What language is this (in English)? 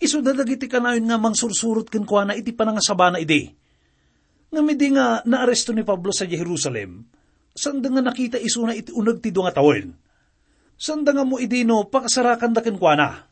Iloko